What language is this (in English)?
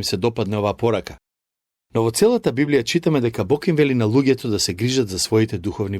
Macedonian